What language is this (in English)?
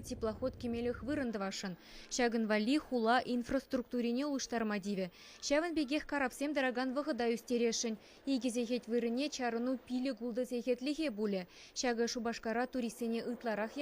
Chuvash